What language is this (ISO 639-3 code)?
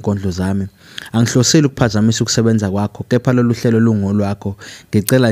zul